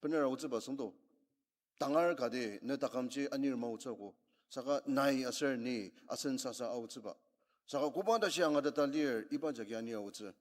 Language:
Ao Naga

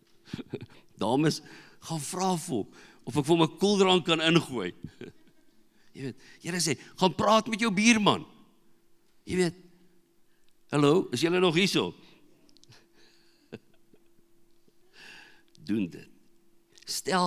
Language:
Afrikaans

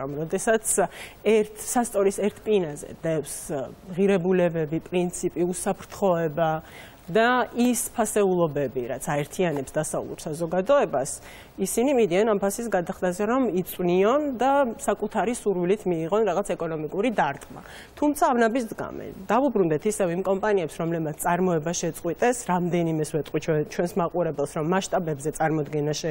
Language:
Georgian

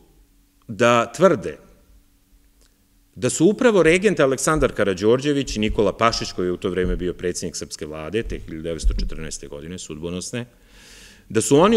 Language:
Serbian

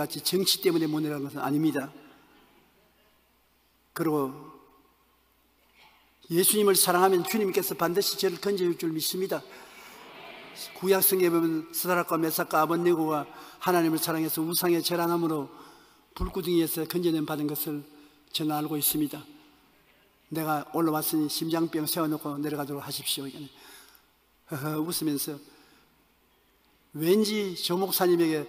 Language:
Korean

